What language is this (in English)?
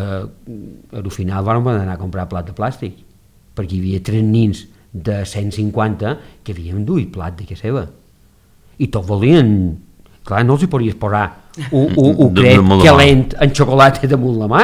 Catalan